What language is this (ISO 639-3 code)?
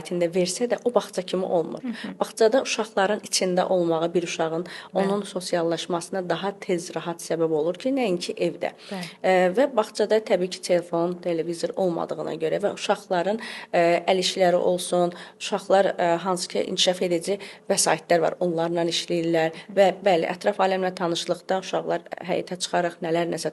aze